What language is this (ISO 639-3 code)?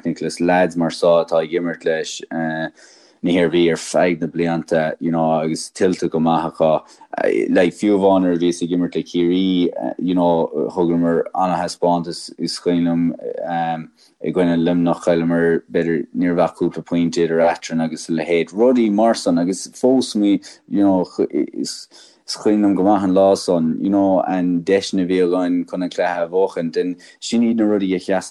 gle